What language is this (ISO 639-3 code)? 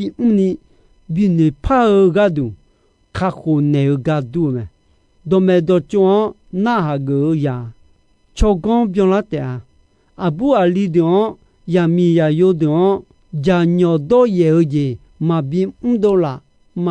ahk